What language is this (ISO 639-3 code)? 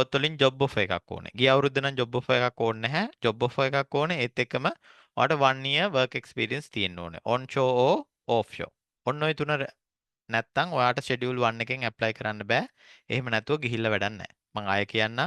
sin